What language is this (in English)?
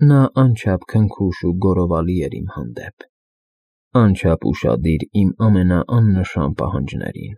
Armenian